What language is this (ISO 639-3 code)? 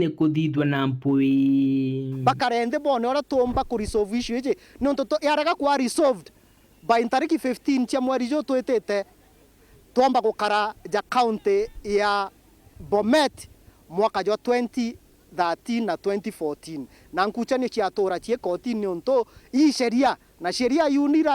mer